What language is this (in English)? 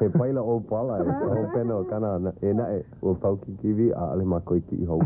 Hawaiian